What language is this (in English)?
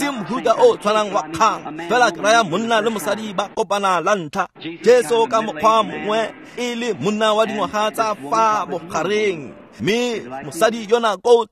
Tswana